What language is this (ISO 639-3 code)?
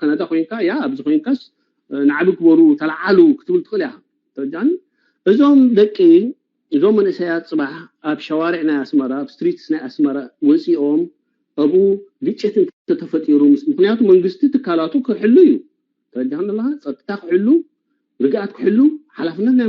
tir